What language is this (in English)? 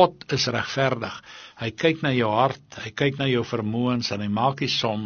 Afrikaans